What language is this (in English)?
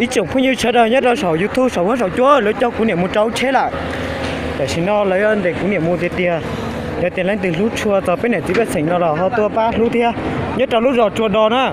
Hmong